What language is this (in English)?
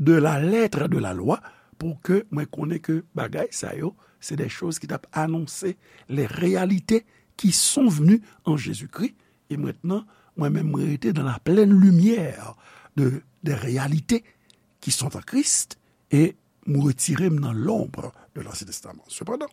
Haitian Creole